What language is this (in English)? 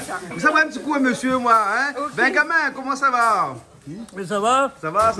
Réunion Creole French